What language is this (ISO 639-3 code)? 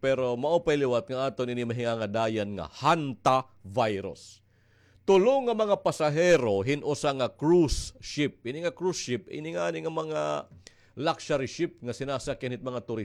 war